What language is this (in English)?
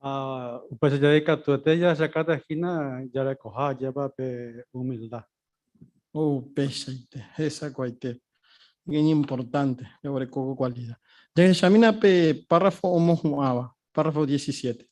Guarani